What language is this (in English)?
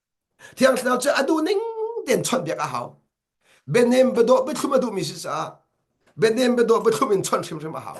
Hakha Chin